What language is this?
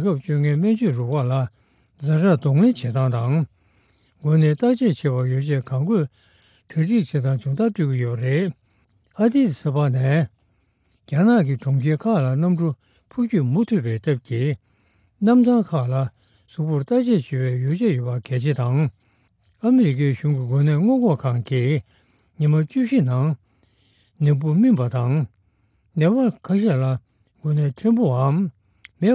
Tibetan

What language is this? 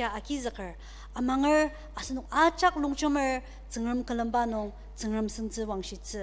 Ao Naga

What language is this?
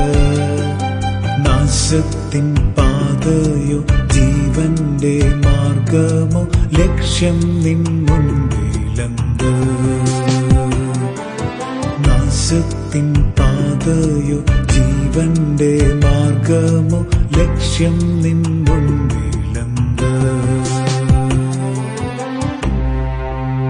Malayalam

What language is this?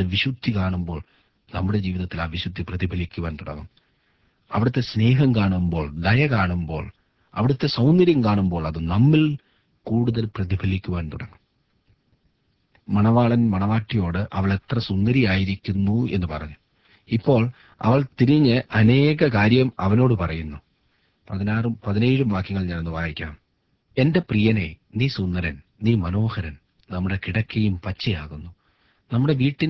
Malayalam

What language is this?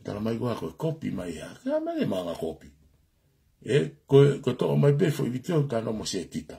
Tongan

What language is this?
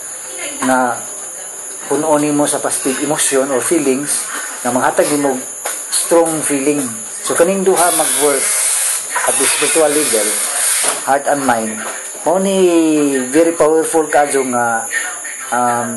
Cebuano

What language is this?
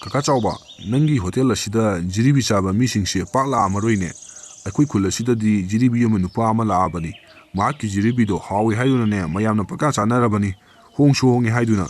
Manipuri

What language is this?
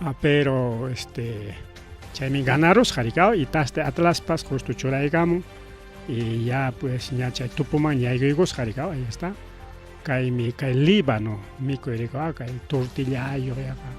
Ayacucho Quechua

